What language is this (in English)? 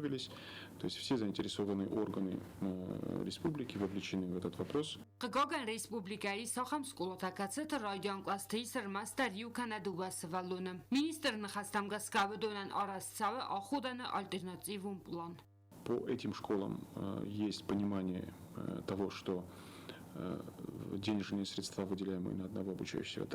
Ossetic